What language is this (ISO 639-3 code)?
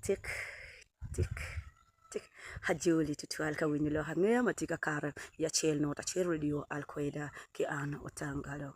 ach